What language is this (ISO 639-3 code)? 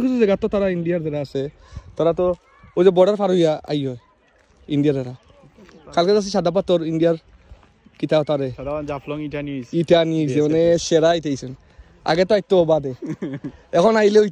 syl